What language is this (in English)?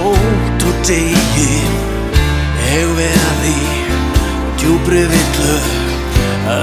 Icelandic